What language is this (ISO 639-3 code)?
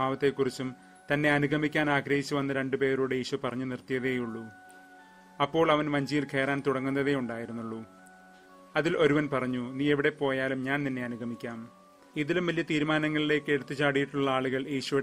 mal